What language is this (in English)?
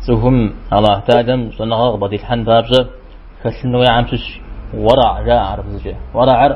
Kabardian